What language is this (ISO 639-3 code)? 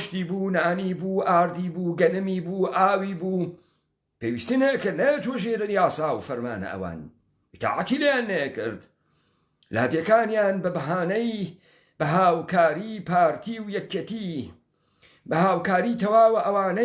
ckb